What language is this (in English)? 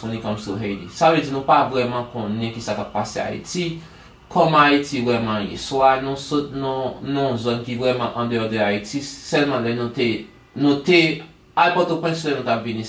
Haitian Creole